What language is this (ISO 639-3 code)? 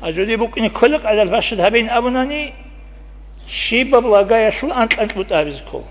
ava